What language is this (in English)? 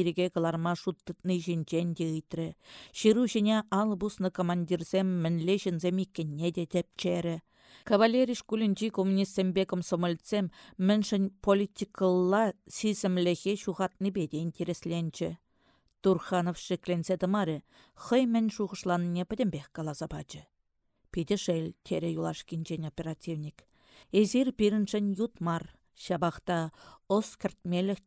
Chuvash